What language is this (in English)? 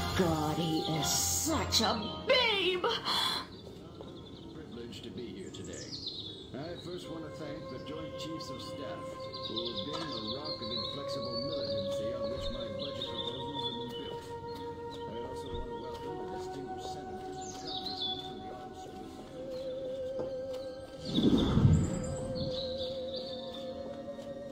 English